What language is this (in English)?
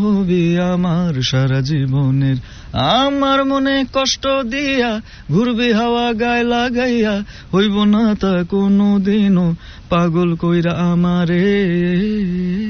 Bangla